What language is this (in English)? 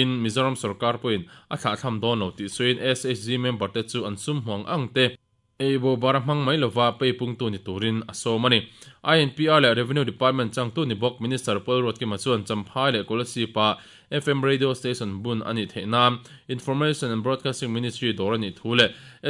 Mizo